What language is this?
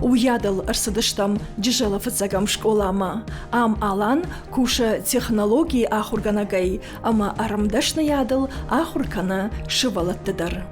Ossetic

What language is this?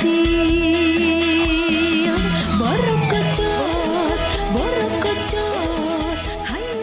Sundanese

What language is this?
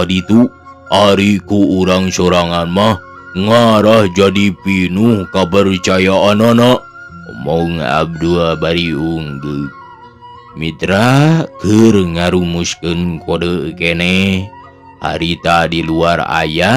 Sundanese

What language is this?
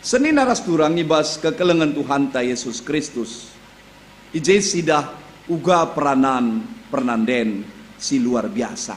Batak Karo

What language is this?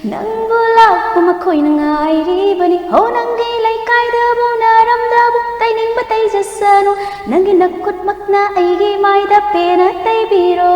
Manipuri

